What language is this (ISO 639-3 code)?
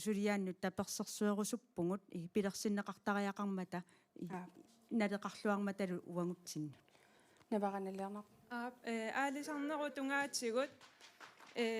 kal